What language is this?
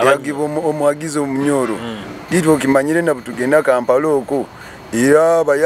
Nyoro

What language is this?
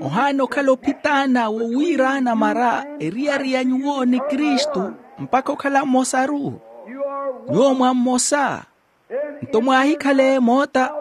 Makhuwa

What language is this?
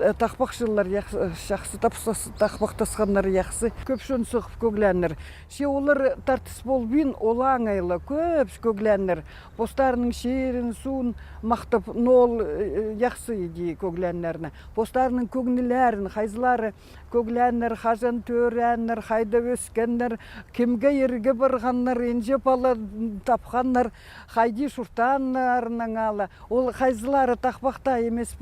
Khakas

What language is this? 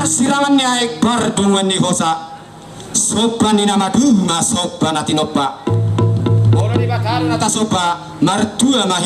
Batak Toba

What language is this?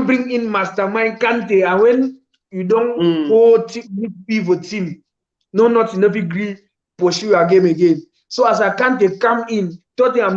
Nigerian Pidgin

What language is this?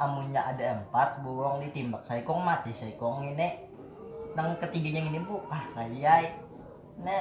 Banjar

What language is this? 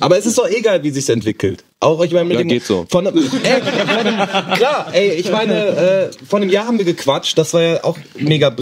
German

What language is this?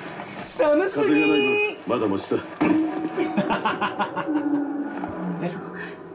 Japanese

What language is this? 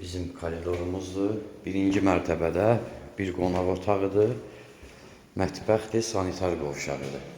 Azerbaijani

